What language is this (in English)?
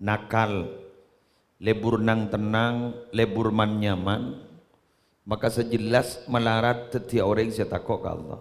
Madurese